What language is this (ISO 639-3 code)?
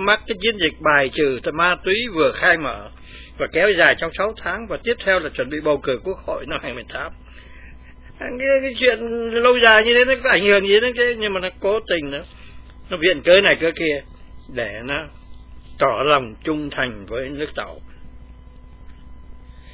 vie